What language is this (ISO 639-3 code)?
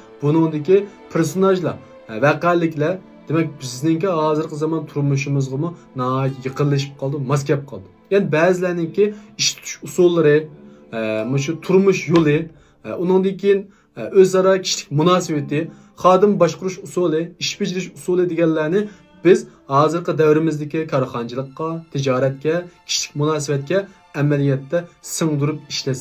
uig